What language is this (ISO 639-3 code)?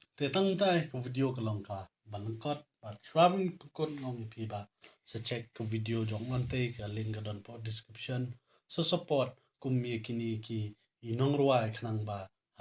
kha